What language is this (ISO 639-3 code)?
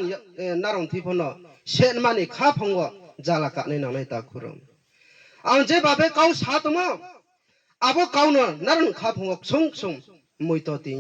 ria